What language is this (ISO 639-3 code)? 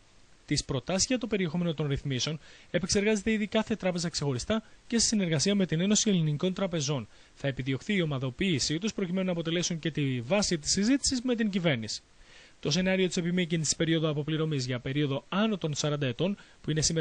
ell